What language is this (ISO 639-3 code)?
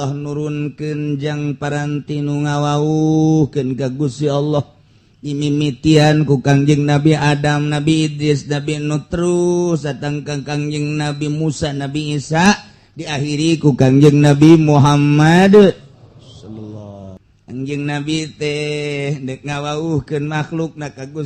sun